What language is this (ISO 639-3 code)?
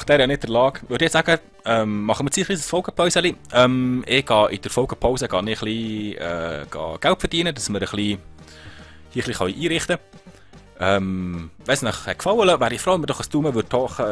gsw